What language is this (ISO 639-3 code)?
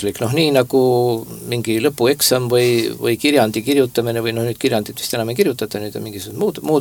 est